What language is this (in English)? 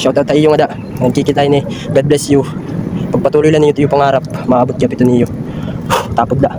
Waray